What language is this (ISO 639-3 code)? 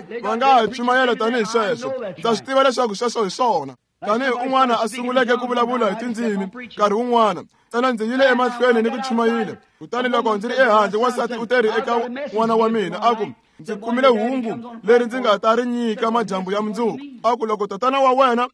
tso